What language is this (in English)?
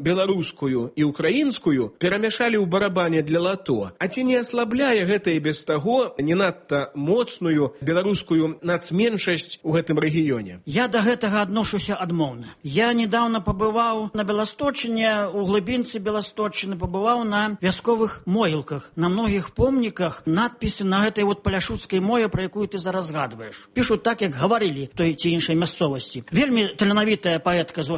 Belarusian